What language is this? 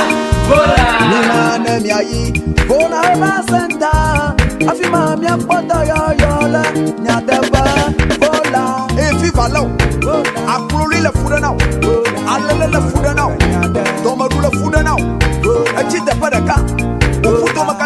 Ewe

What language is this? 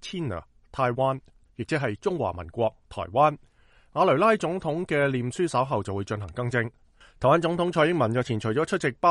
Cantonese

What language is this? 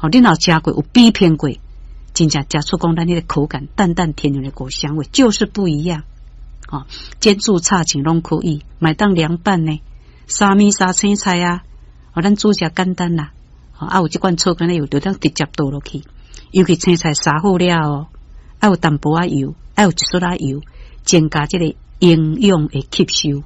Min Nan Chinese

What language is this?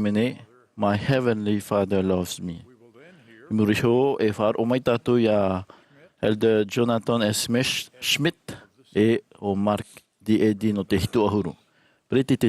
Tahitian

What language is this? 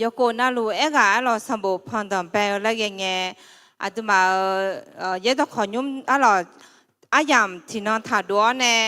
Akha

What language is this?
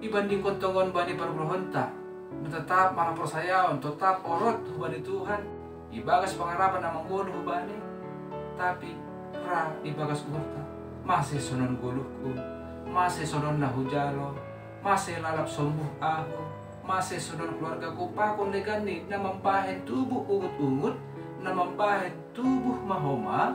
Batak Simalungun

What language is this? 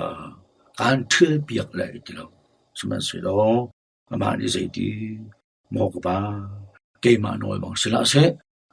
Hakha Chin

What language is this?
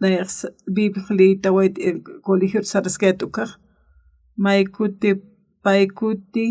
Aymara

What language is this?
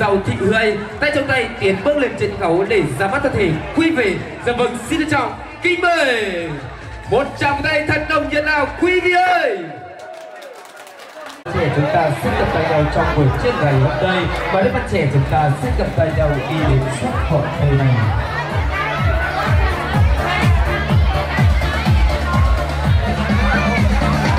Vietnamese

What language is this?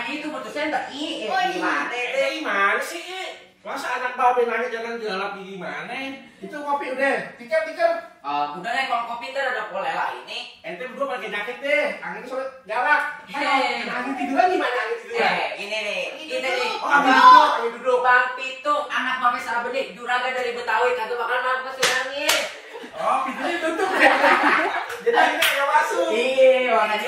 Betawi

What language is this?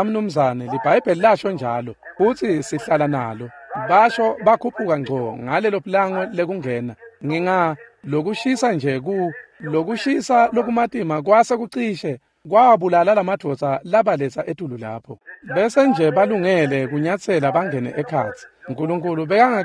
Swati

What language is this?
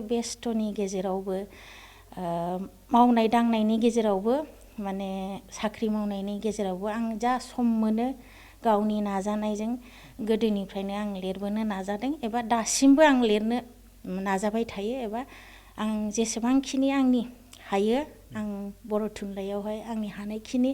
Bodo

